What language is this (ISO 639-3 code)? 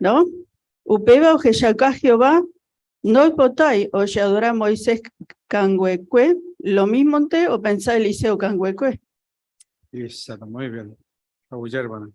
grn